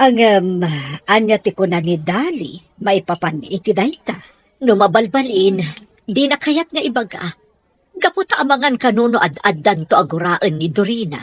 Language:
Iloko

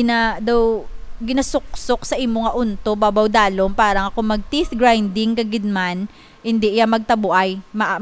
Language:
Hiligaynon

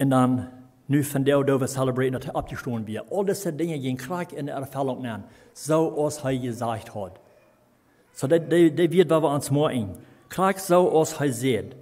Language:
Plautdietsch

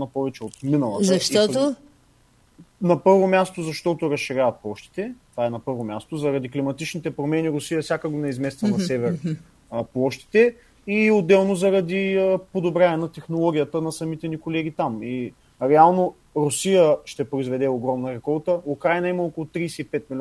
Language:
Bulgarian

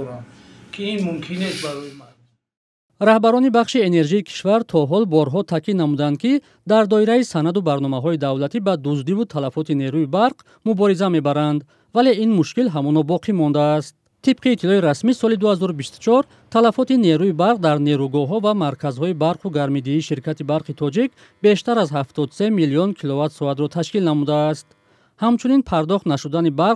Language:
Tajik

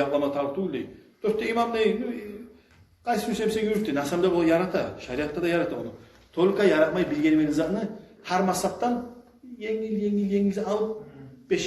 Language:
Kumyk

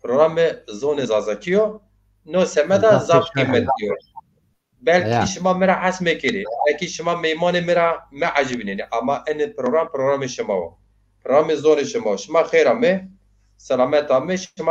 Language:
Zaza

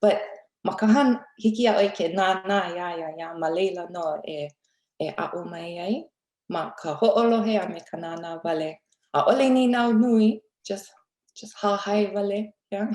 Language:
Hawaiian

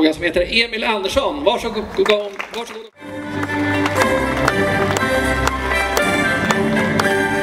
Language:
Swedish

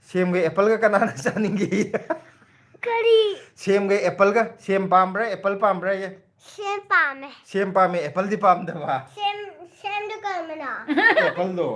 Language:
Manipuri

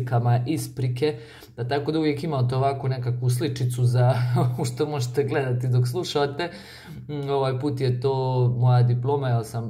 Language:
Croatian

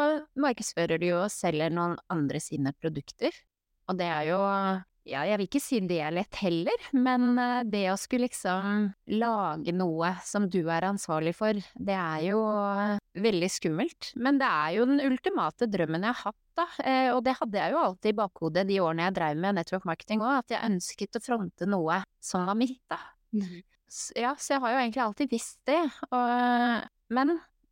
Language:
Norwegian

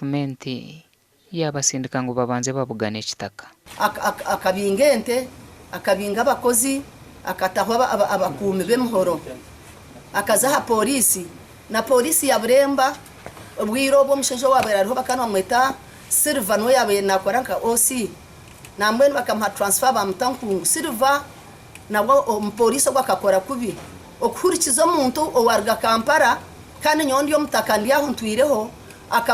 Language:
Nyankole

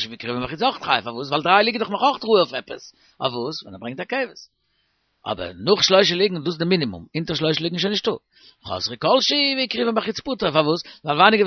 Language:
Yiddish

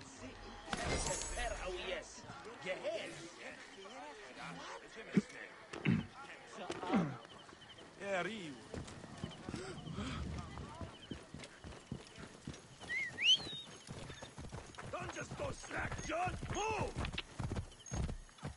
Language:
English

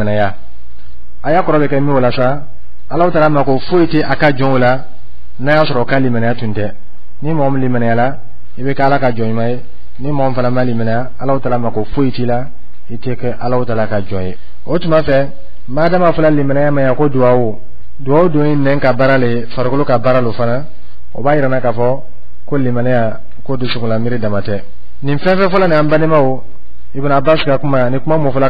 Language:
Dyula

